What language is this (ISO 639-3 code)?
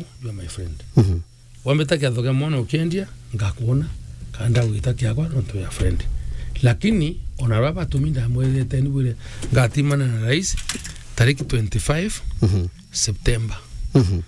mer